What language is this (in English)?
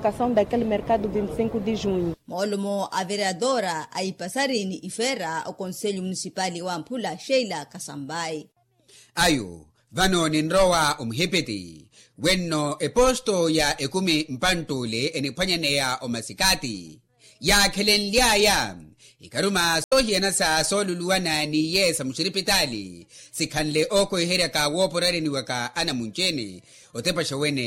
Makhuwa